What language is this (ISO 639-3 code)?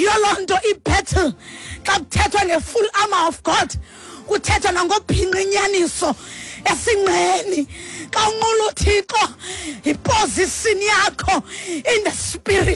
xho